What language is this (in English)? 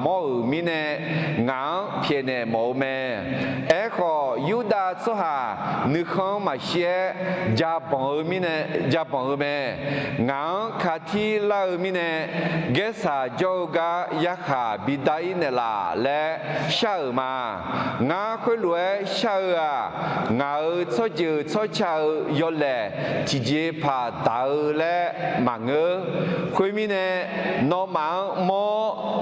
Akha